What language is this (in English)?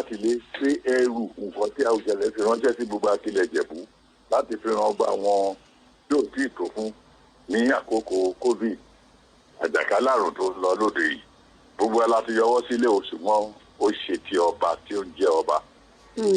Yoruba